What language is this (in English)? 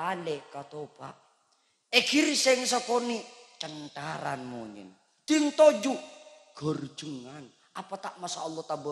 Madurese